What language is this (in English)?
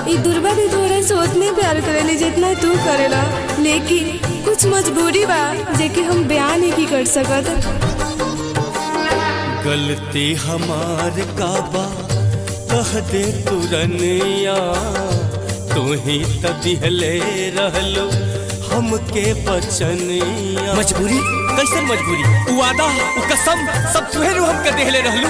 Bhojpuri